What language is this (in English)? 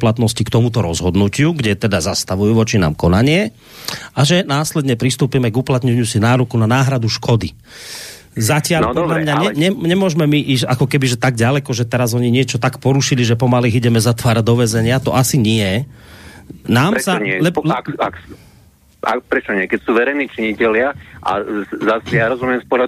Slovak